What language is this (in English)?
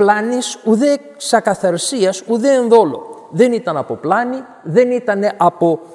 Greek